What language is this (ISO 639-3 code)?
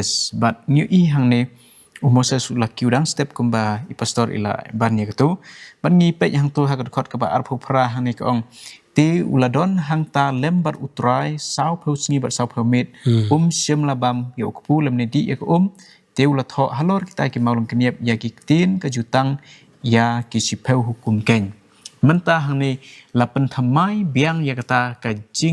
kha